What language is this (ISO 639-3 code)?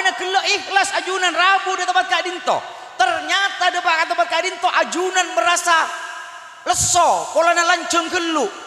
mad